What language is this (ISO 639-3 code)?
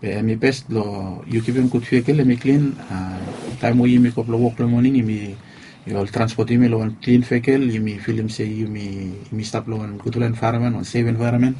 bis